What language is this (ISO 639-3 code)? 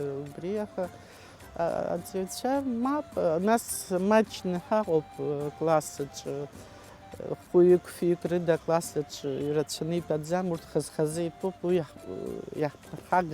abk